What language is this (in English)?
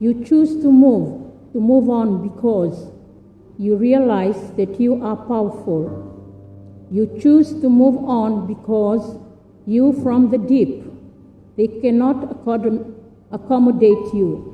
Fijian